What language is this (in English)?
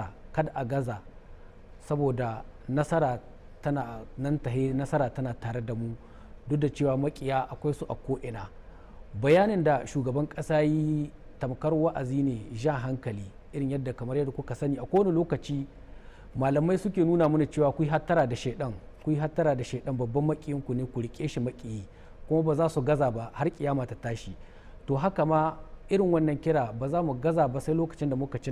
Hausa